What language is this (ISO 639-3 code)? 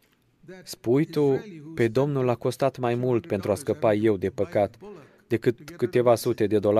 ron